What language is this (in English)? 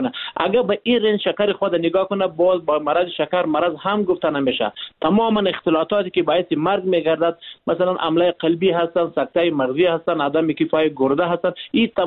Persian